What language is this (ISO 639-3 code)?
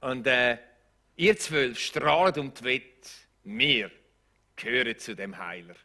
gsw